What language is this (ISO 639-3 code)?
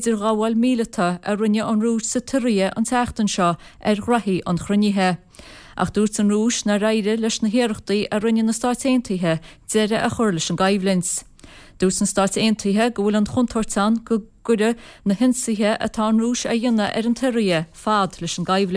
gle